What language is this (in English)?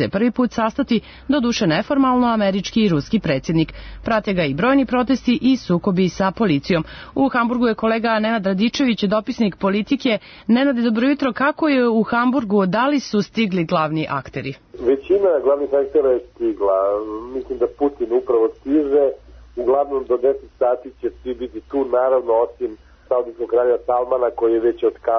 Serbian